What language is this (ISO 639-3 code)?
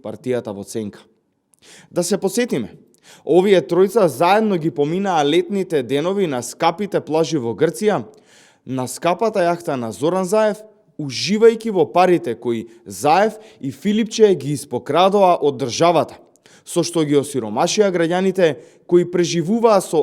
mkd